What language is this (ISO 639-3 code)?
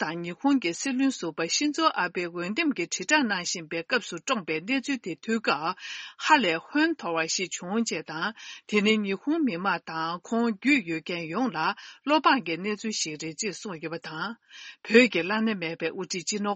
bod